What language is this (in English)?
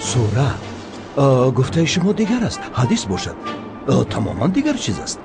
Tajik